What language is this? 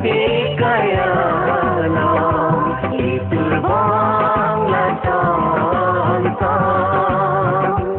Karbi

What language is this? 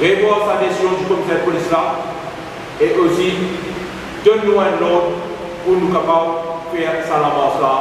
Morisyen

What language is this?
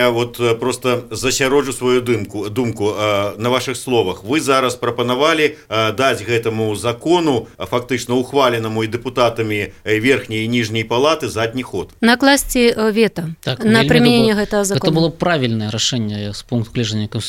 Belarusian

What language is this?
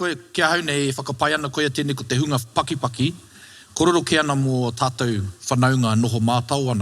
Māori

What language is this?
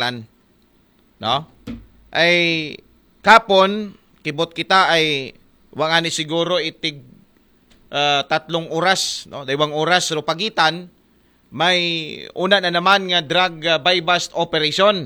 Aklanon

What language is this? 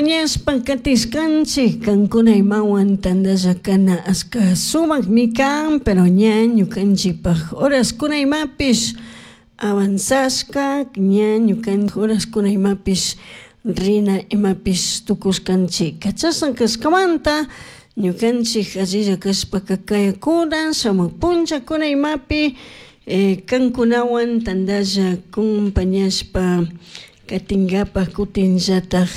Chimborazo Highland Quichua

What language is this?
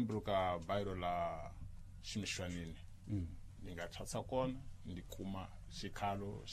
Tsonga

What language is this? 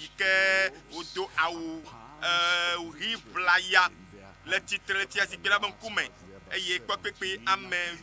Ewe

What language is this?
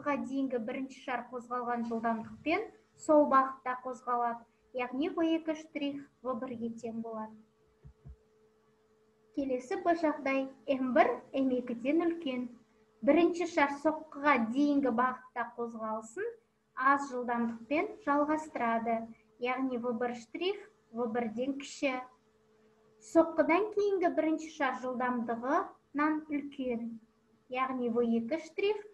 Kazakh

